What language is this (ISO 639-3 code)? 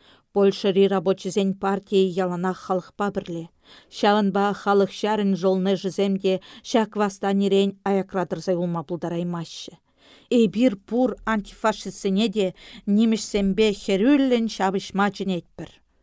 chv